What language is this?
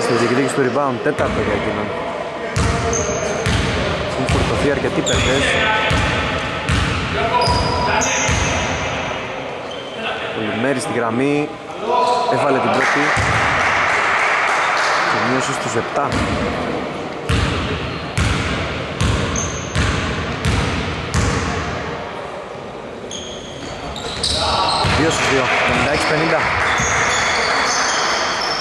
Greek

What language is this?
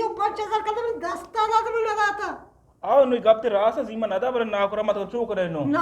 Eastern Balochi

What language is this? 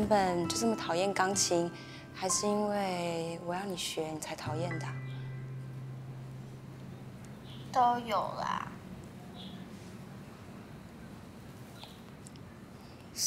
Chinese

